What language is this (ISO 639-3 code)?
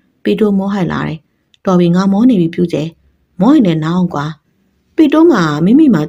mya